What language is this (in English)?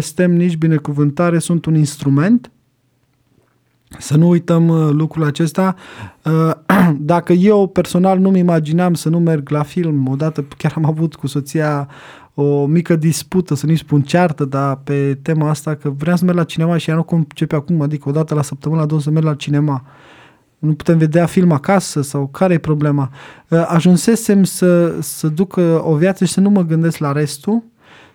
Romanian